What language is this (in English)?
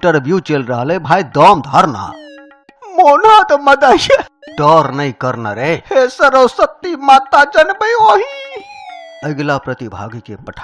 Maithili